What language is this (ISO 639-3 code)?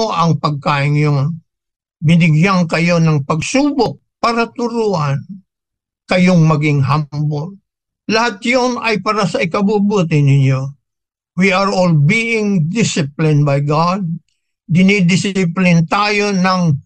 fil